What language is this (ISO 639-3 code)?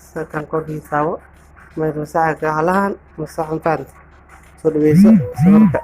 som